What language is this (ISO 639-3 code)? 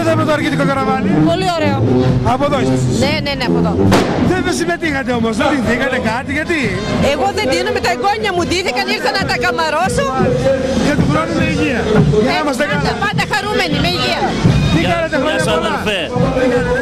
ell